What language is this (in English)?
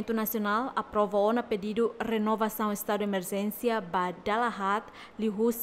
Tetum